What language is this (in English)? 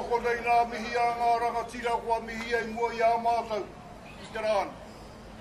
Māori